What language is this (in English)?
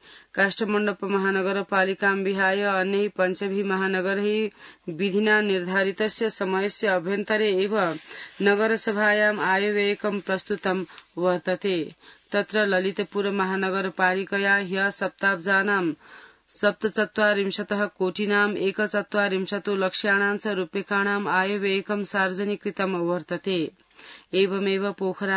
Sanskrit